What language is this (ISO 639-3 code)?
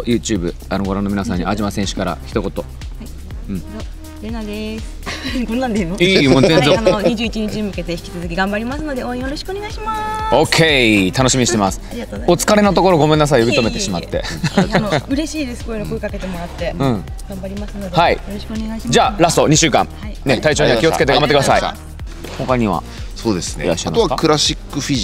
jpn